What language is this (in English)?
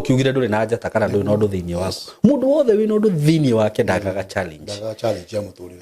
Kikuyu